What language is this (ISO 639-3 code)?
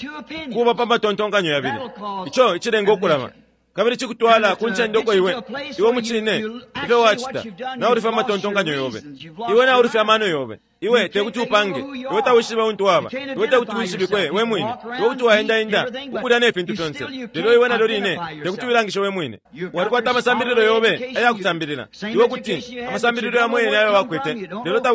bem